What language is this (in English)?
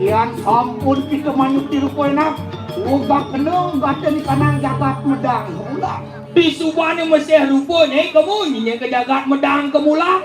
Balinese